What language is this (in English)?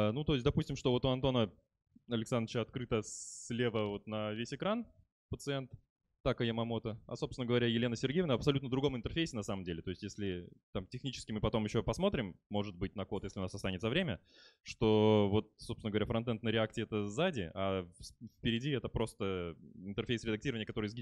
Russian